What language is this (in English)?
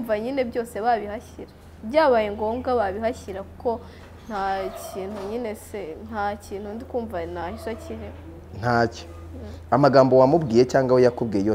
Kinyarwanda